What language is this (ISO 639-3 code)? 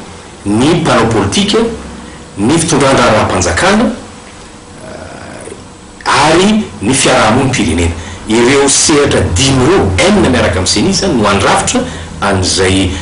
mlg